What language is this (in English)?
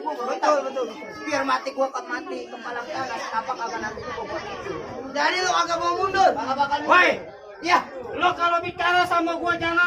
Betawi